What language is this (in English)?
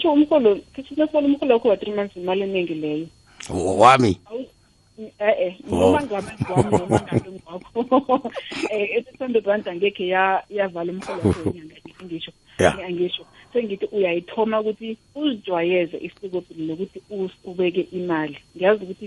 South Ndebele